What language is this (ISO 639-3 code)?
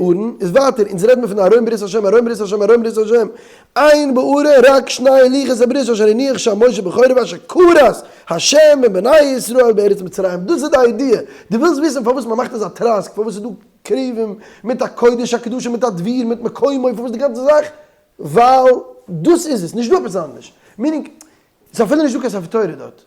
yid